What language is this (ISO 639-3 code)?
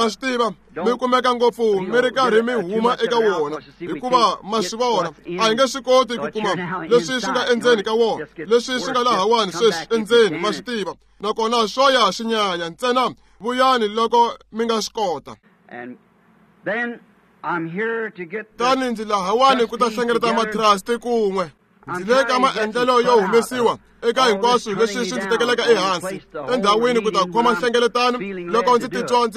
tso